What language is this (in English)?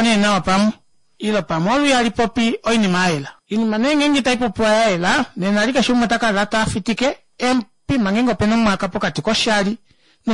Kuanyama